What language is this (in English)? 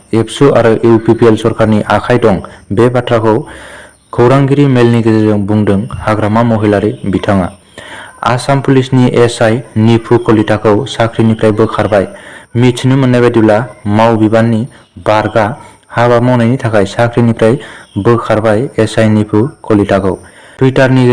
Bodo